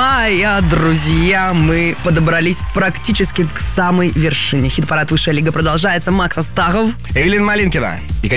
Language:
Russian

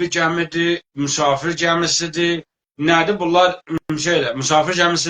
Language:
South Azerbaijani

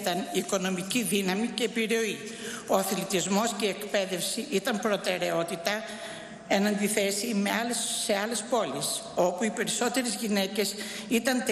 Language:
Greek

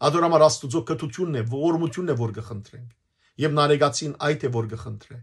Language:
Western Armenian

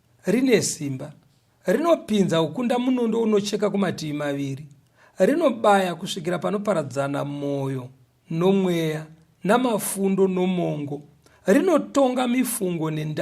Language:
Shona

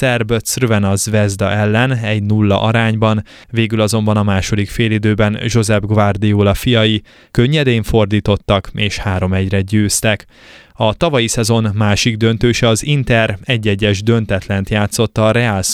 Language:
Hungarian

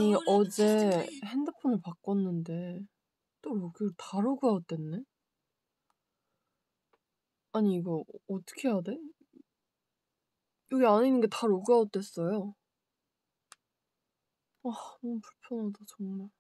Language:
Korean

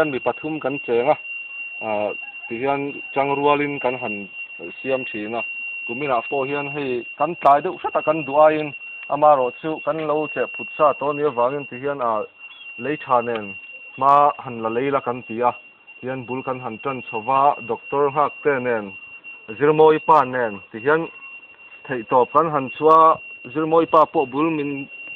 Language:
Mizo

